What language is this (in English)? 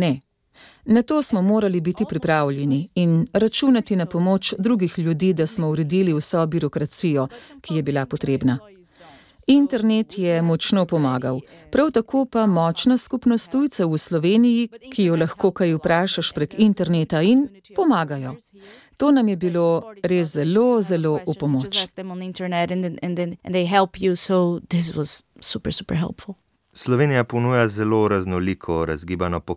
Slovenian